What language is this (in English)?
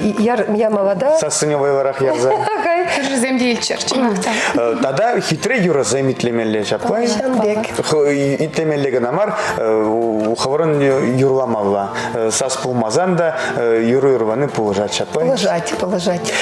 Chuvash